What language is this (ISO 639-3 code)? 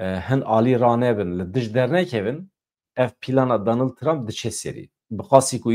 kur